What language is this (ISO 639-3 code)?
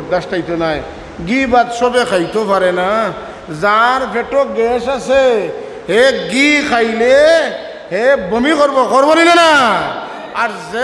syl